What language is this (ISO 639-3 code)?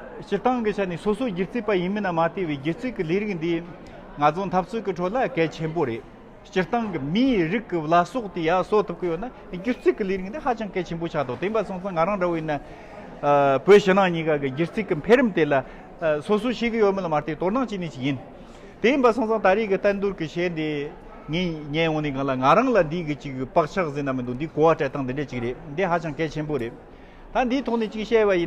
bod